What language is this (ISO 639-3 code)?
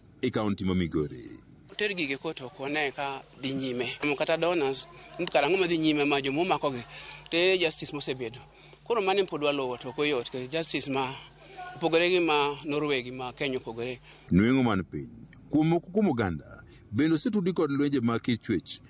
luo